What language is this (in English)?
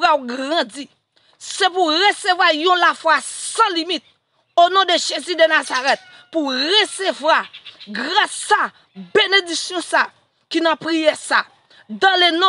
Haitian Creole